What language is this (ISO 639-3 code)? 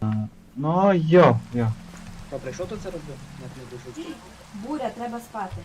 rue